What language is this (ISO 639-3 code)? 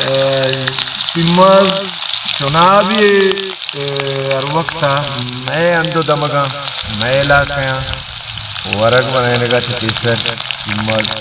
bal